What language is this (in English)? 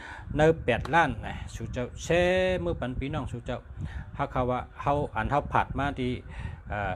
Shan